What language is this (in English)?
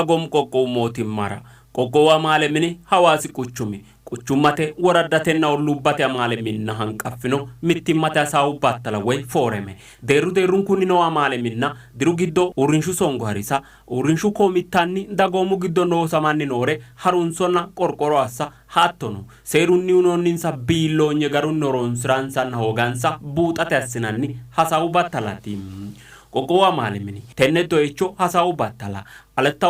Sidamo